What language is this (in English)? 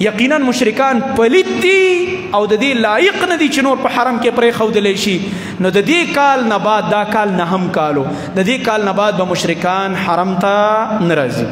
Pashto